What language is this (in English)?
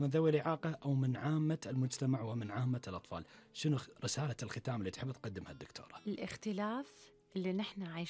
Gulf Arabic